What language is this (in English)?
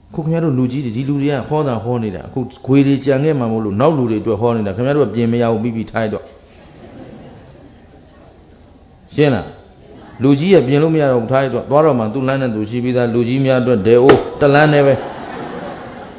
Burmese